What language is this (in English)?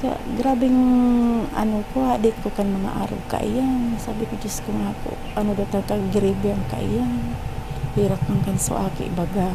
Bikol